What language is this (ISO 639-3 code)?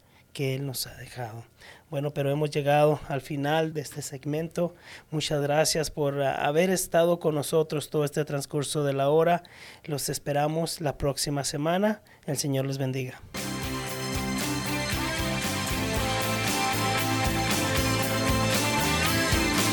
spa